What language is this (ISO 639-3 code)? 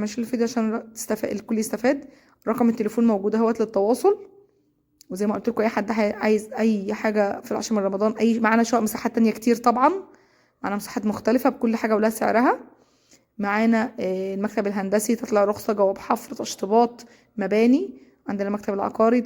arz